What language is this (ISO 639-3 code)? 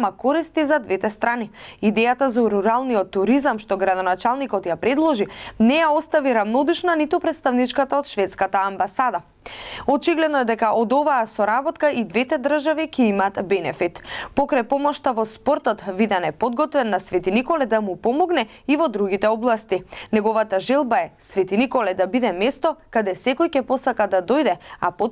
mkd